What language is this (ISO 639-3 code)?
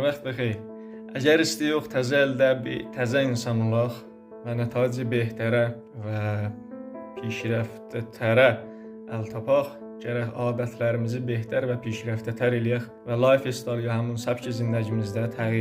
aze